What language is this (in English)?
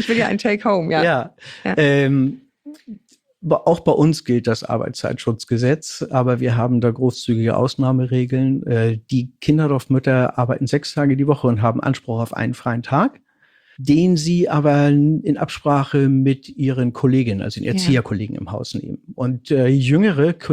German